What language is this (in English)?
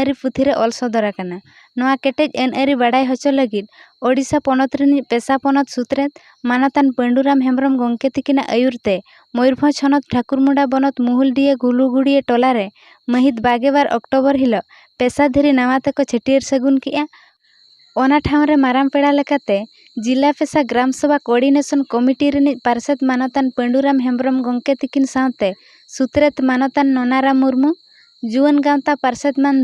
Santali